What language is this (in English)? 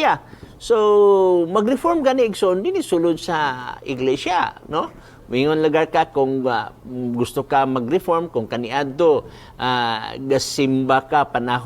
Cebuano